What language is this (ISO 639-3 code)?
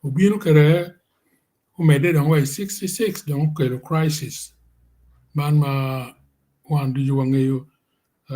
ach